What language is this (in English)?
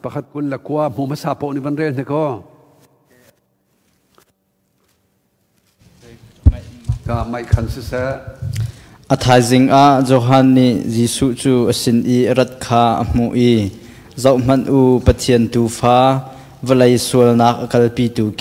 Thai